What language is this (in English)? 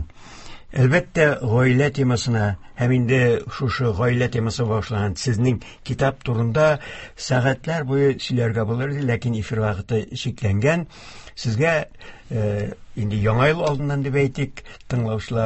Tatar